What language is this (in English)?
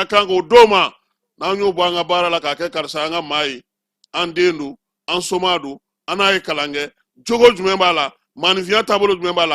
Bambara